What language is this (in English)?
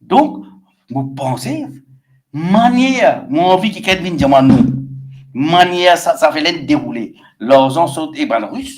Morisyen